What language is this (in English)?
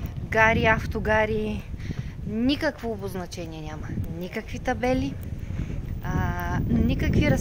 Bulgarian